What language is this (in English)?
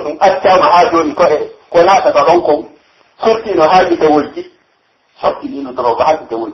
Pular